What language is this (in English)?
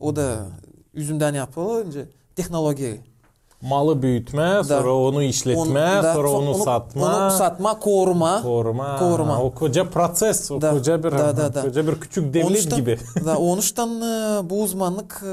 Gagauz